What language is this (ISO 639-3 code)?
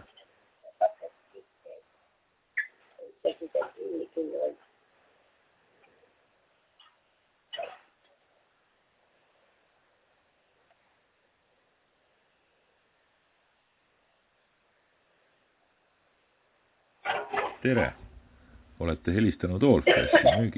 est